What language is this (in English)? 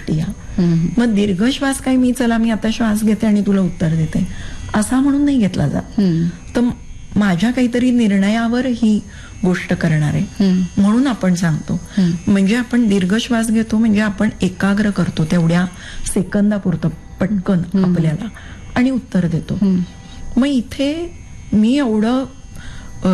Marathi